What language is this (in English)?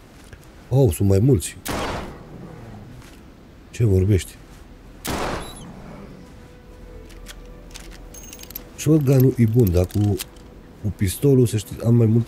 Romanian